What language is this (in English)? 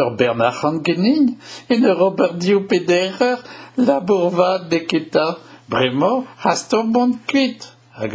Breton